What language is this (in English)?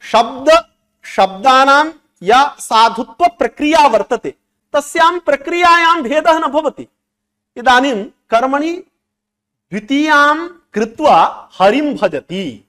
Sanskrit